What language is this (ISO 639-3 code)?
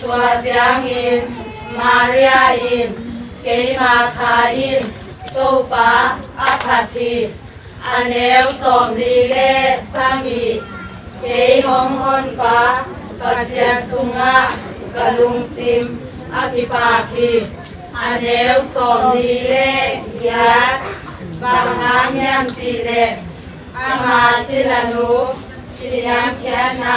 ctd